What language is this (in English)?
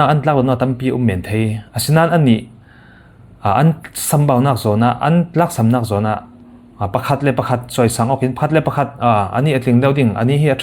Falam Chin